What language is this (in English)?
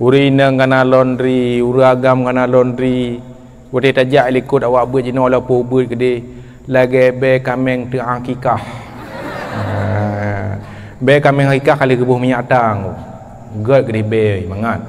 Achinese